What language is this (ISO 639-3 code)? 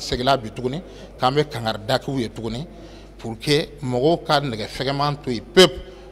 bam